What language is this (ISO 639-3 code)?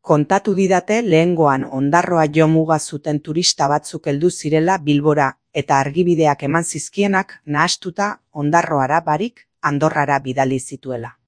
eus